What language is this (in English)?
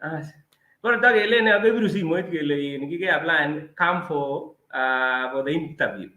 Kalenjin